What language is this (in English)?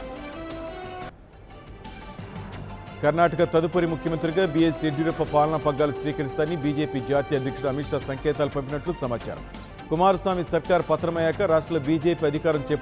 Telugu